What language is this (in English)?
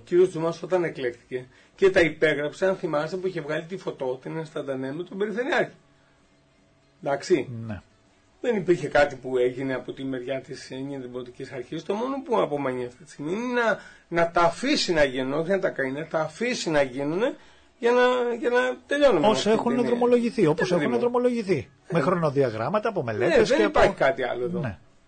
Greek